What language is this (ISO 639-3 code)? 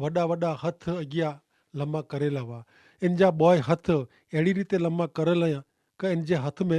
kfr